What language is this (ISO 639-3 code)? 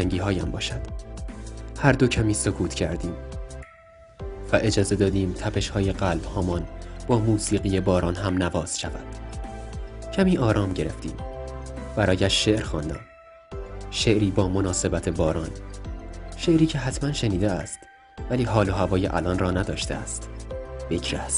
fas